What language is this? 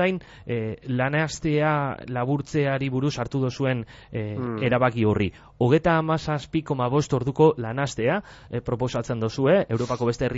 Basque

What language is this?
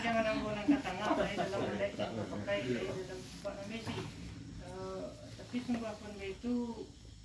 Minangkabau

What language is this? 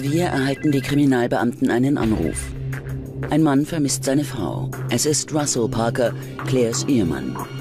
German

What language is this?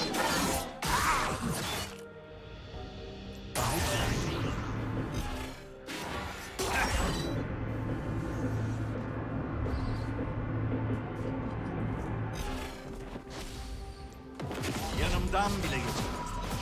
Turkish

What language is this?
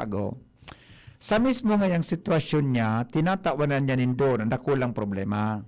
Bikol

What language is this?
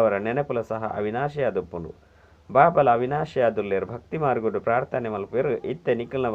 Tulu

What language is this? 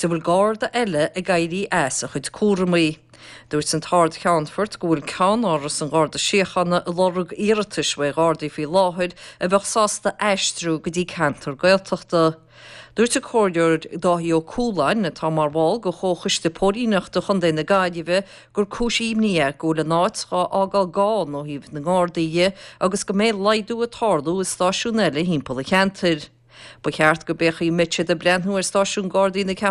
Irish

